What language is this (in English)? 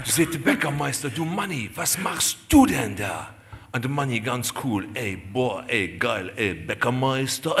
Luxembourgish